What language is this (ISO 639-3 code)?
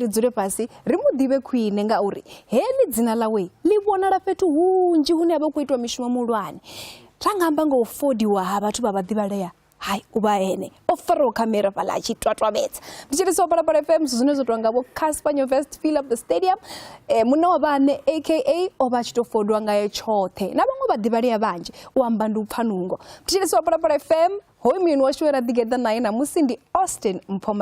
ven